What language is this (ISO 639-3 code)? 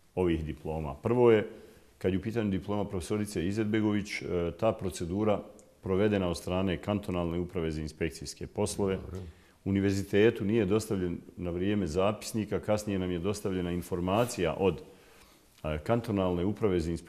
bos